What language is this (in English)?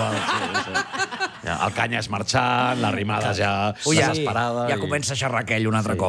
Catalan